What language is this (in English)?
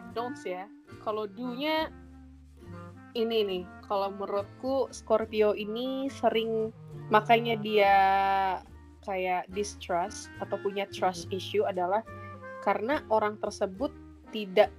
Indonesian